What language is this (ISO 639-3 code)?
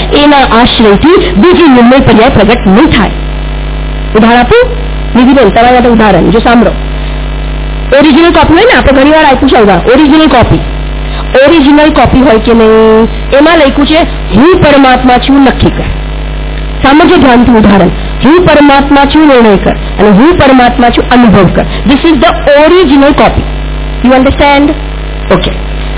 guj